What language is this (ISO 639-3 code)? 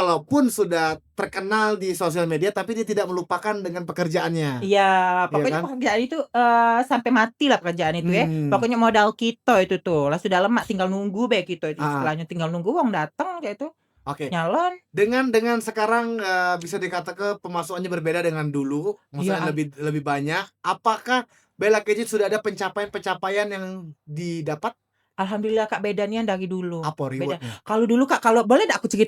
mui